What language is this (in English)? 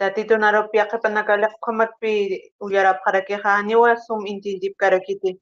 Aymara